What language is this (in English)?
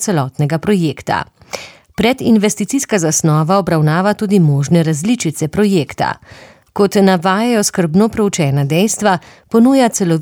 Slovenian